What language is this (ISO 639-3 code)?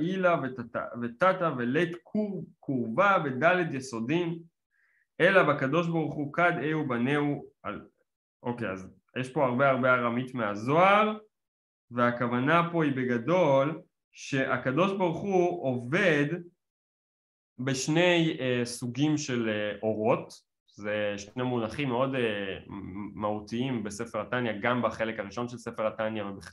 heb